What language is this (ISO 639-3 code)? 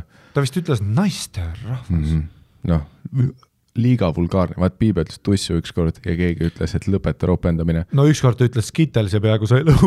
est